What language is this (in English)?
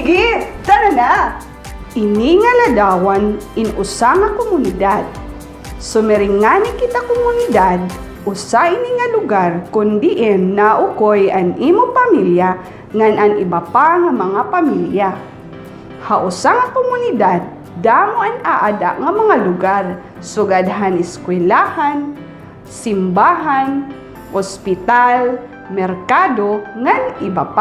Waray